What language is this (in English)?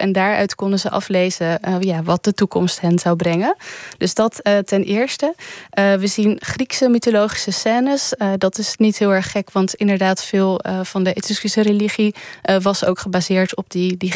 Dutch